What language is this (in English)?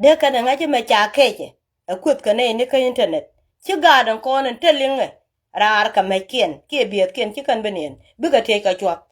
Nuer